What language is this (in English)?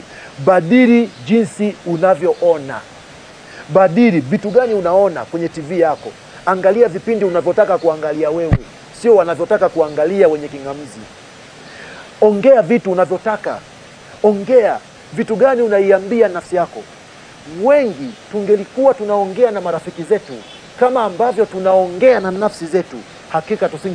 Swahili